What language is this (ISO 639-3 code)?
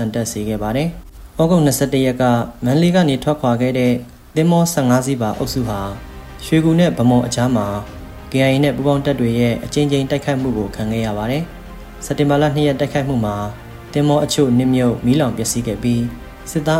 mya